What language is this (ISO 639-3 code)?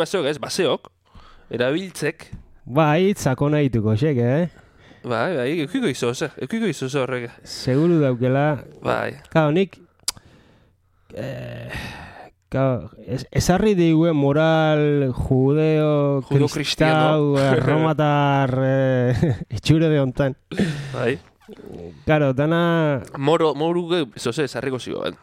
eus